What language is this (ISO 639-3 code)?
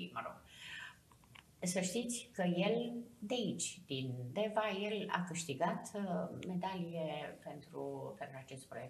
ron